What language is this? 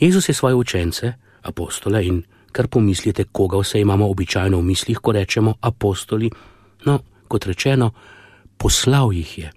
Slovenian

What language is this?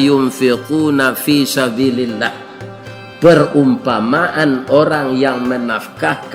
Minangkabau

